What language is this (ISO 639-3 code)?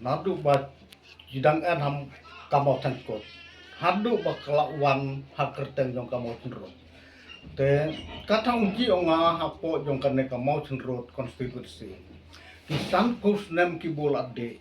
kha